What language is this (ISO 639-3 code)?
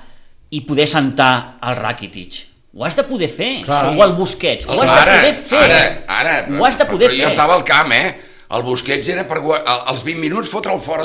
cat